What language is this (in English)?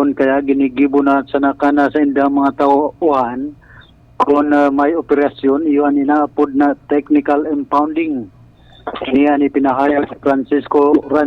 Bikol